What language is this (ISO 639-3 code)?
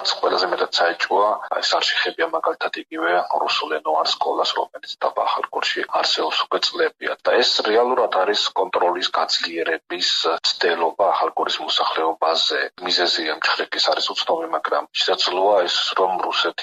kat